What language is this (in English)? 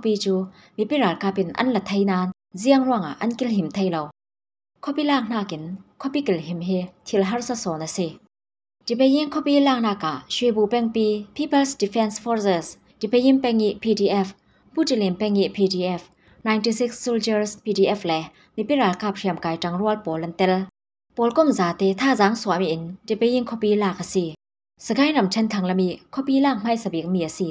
Falam Chin